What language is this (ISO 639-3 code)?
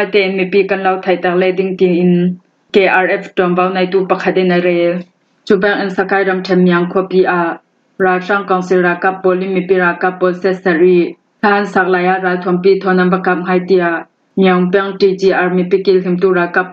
cfm